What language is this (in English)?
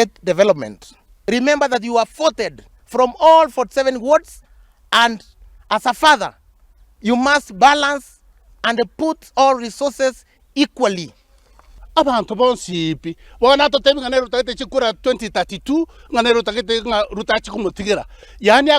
Gusii